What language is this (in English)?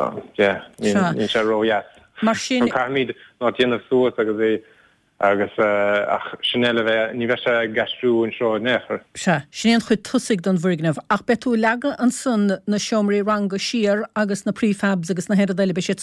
Irish